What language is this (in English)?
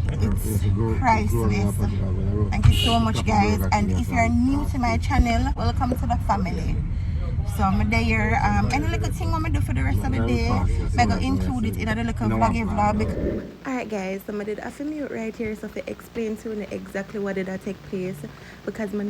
Jamaican Creole English